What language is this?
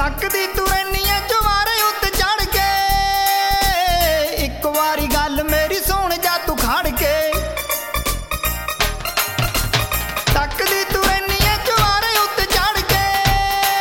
Punjabi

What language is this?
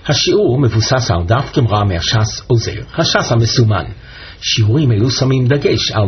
Hebrew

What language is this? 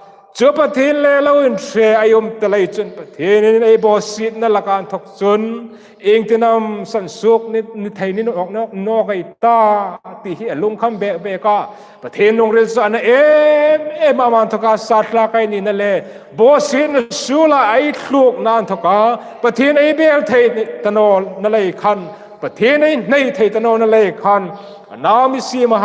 Hmar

